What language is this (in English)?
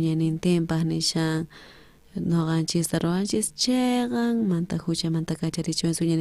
South Bolivian Quechua